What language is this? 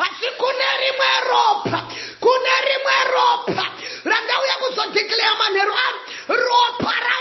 Shona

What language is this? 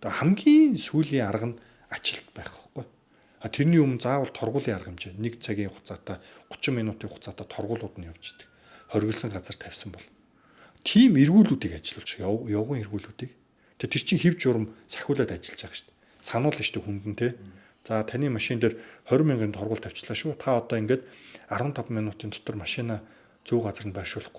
Mongolian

